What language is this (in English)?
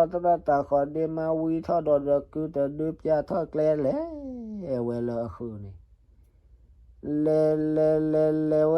S'gaw Karen